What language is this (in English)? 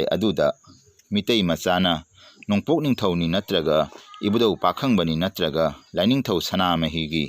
Manipuri